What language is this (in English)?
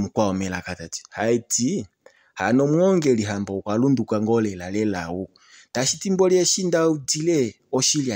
Kuanyama